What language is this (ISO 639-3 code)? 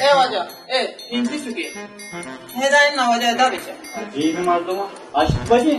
bal